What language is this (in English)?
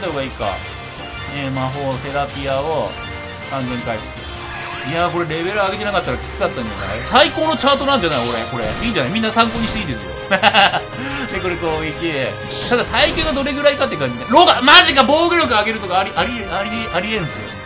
Japanese